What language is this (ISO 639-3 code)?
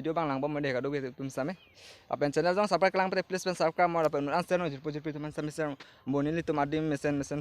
mjw